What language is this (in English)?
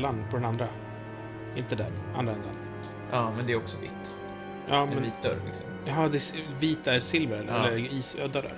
Swedish